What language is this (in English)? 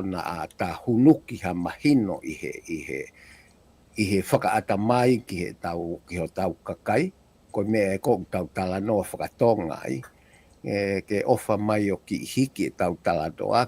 Tongan